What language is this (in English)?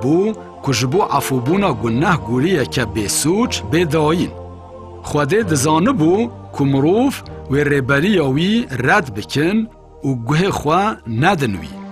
Kurdish